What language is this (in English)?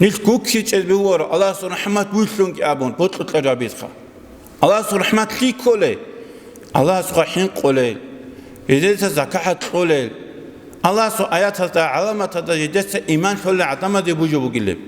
Avaric